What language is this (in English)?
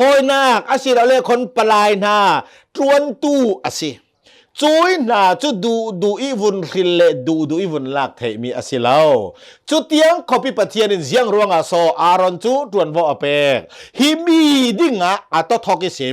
Hakha Chin